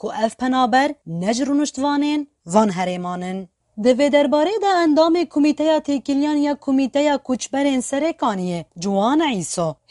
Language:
Kurdish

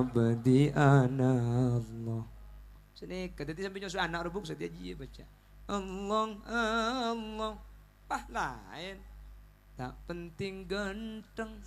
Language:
Madurese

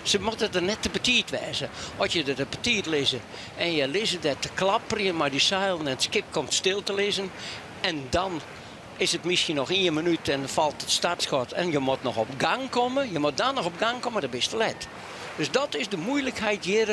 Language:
Western Frisian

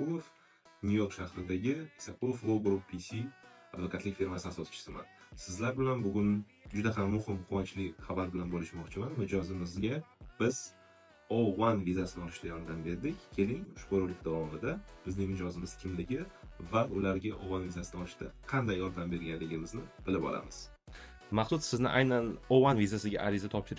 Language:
Uzbek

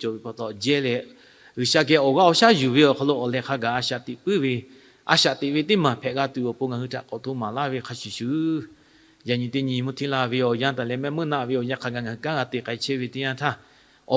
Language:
Lahu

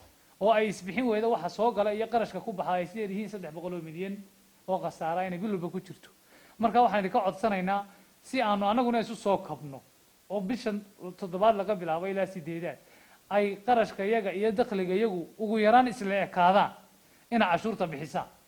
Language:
Somali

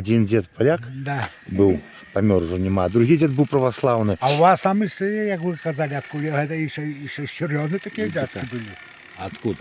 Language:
Belarusian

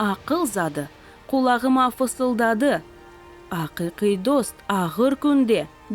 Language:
Crimean Tatar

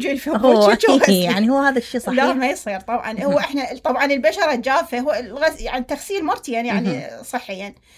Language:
Mesopotamian Arabic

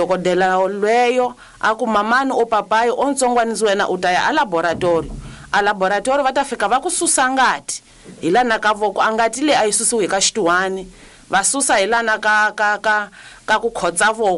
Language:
Tsonga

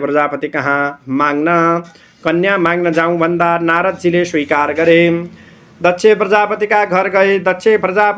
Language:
Nepali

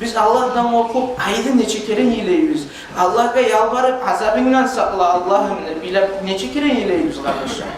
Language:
Kumyk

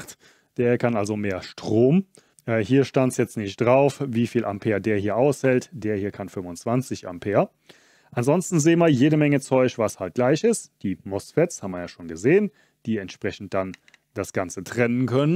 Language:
German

